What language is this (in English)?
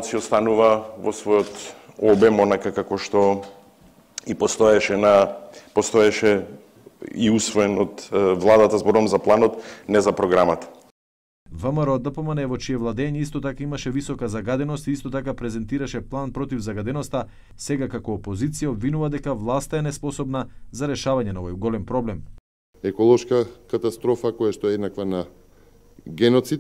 Macedonian